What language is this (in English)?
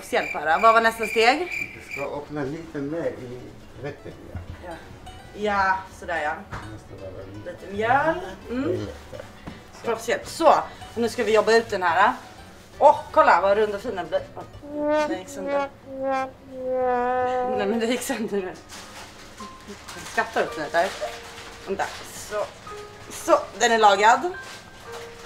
Swedish